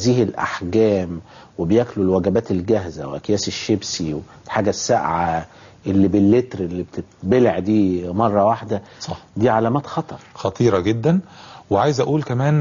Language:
Egyptian Arabic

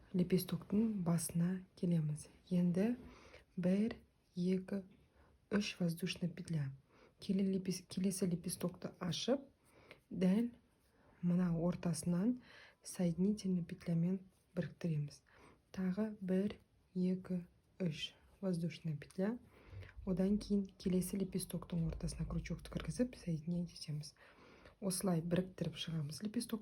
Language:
Kazakh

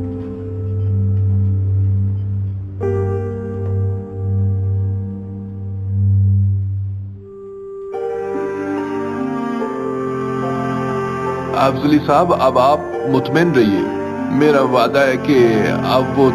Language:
Hindi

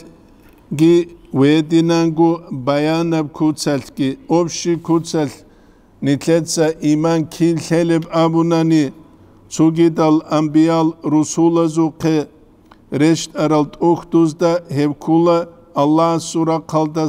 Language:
Avaric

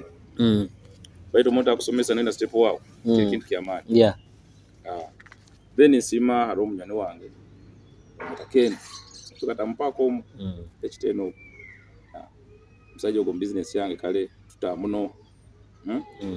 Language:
Nyoro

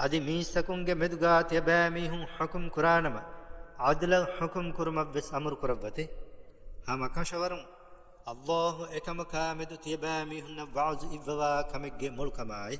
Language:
Divehi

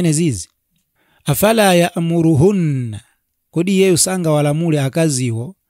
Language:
Nyanja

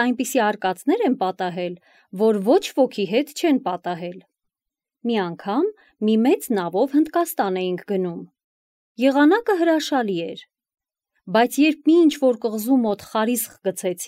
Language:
Armenian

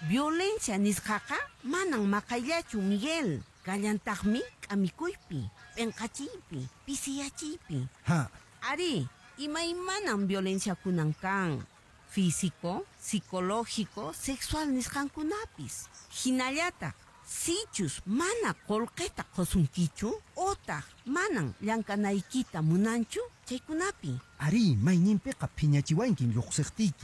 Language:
Quechua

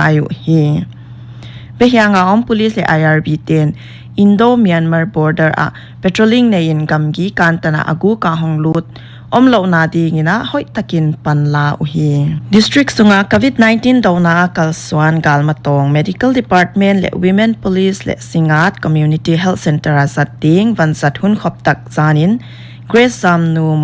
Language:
Paite Chin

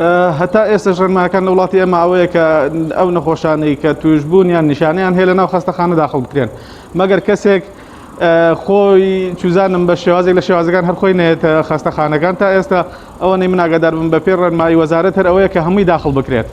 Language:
Central Kurdish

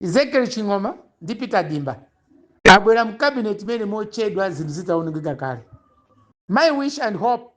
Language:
Nyanja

